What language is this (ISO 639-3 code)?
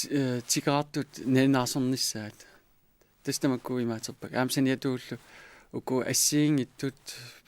kal